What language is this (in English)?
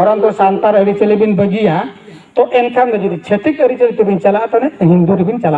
Santali